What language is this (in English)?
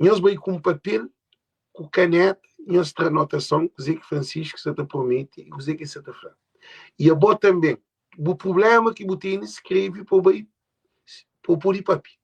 Kabuverdianu